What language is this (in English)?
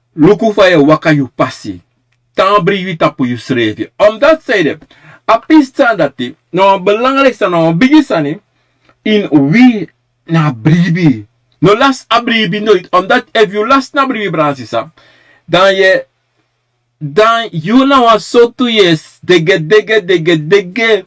Sranan Tongo